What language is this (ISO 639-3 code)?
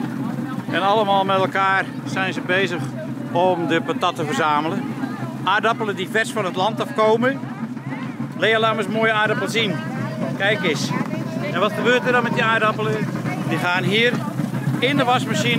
nld